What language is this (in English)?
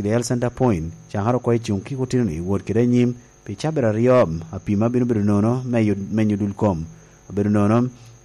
Lango (Uganda)